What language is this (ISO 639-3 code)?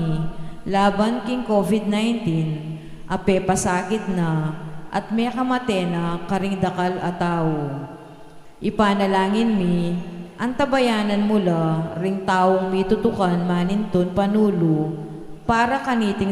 pam